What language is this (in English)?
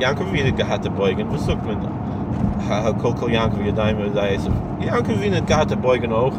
Yiddish